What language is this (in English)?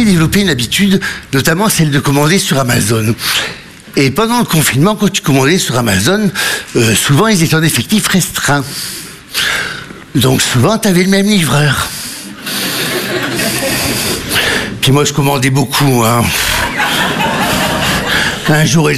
French